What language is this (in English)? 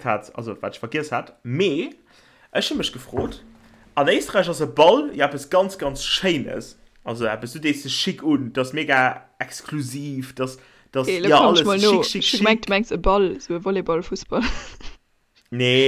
Luxembourgish